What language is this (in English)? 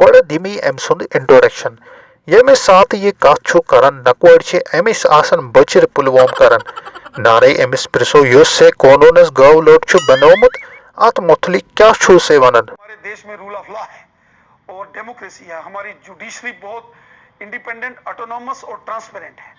Kashmiri